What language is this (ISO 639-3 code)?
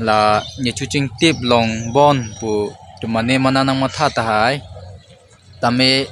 mjw